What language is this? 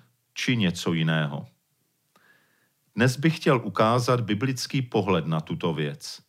Czech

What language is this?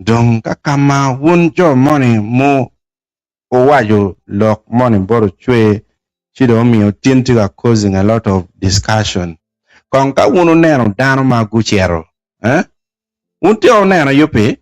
Acoli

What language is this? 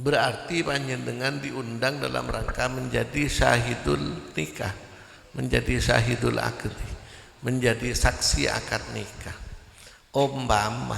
Madurese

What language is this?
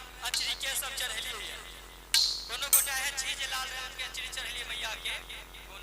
Maithili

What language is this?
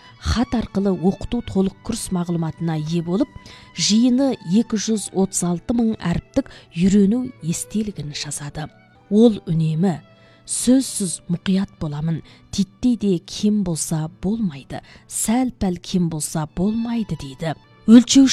Kazakh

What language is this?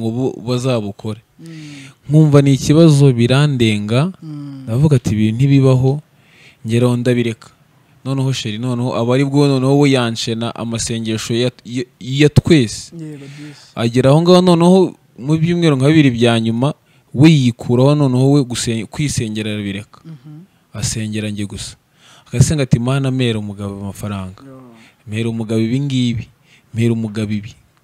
Kinyarwanda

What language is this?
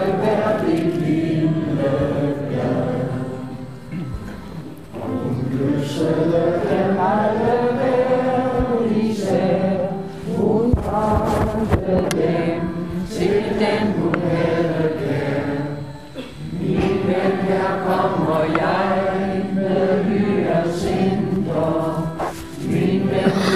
Danish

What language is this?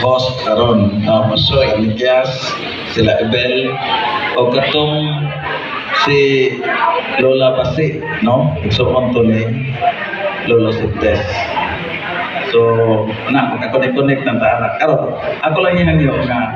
Cebuano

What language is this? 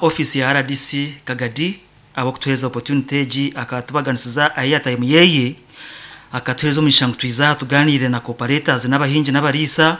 Nyankole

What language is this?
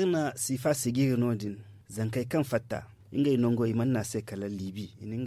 Zarma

